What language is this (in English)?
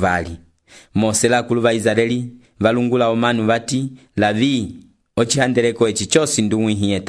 Umbundu